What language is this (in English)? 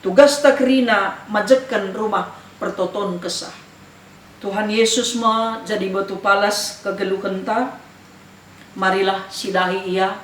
Batak Karo